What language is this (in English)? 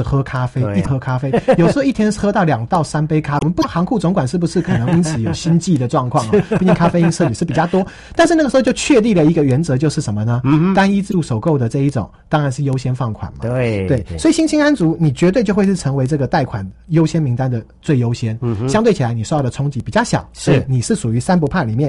Chinese